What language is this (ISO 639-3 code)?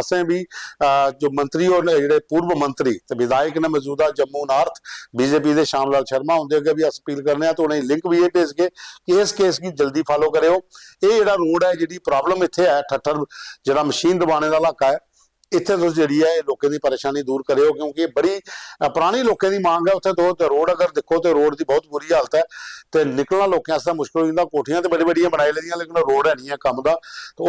doi